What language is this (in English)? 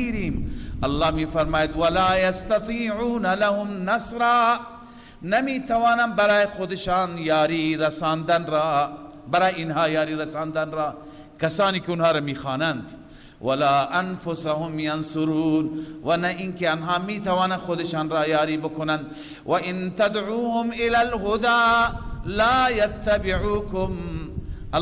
Persian